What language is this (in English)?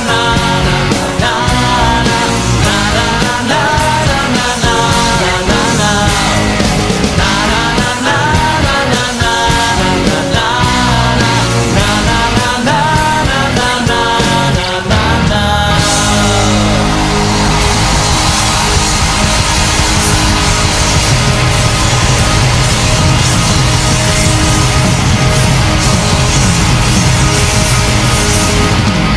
Slovak